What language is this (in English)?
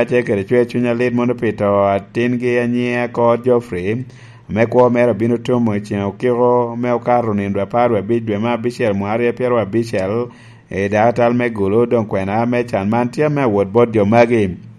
Lango (Uganda)